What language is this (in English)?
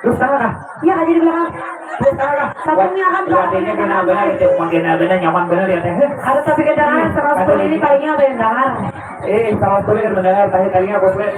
Banjar